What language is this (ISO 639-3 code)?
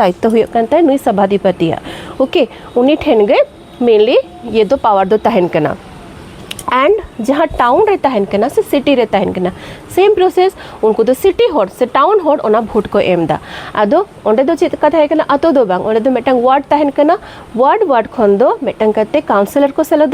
sat